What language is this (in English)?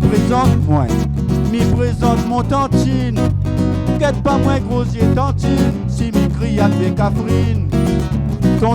Réunion Creole French